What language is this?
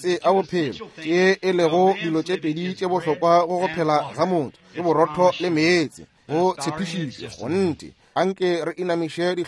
Northern Sotho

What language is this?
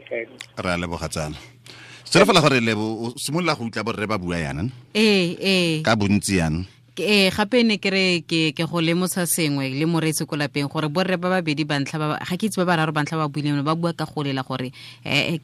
Tswana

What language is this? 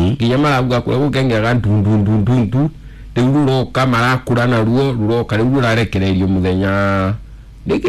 Kikuyu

